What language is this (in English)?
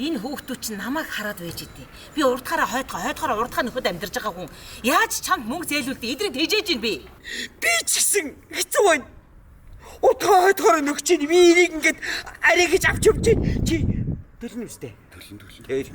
Mongolian